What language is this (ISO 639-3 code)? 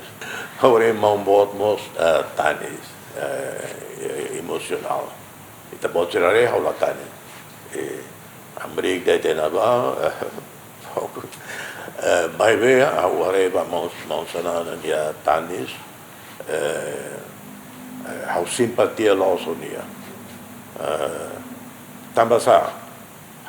tet